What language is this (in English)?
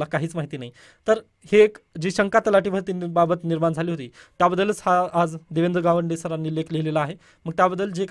Marathi